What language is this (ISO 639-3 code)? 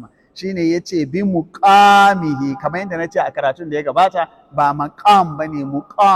hau